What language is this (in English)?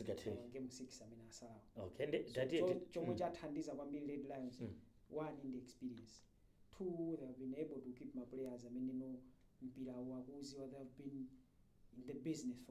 Nyanja